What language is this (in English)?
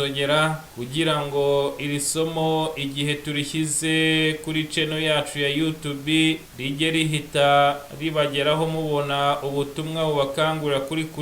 Kinyarwanda